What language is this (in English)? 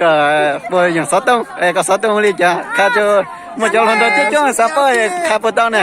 Hmong